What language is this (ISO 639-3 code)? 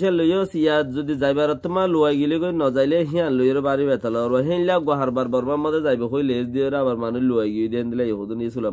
rhg